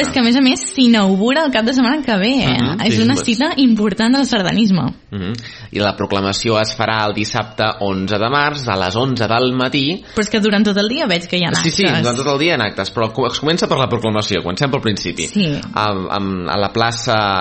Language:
Catalan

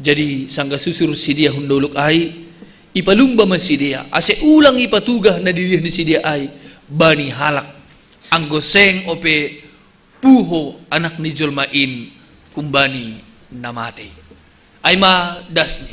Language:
Batak Simalungun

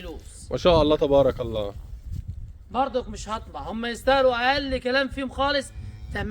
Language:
Egyptian Arabic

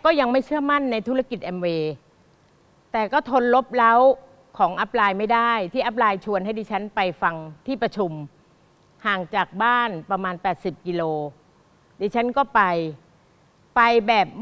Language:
Thai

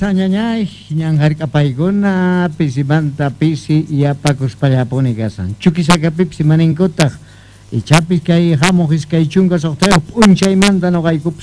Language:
Quechua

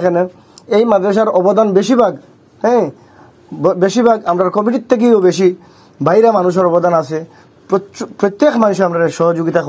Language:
Sylheti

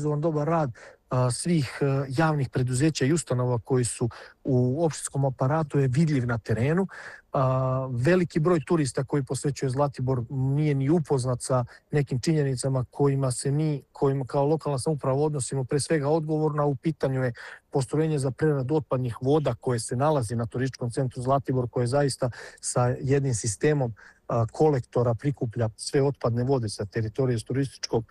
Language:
Serbian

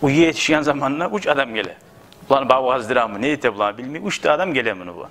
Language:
Kumyk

